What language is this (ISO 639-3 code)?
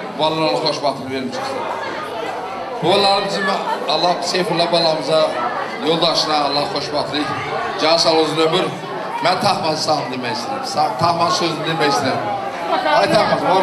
aze